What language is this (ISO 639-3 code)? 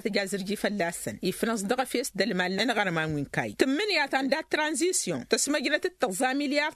taq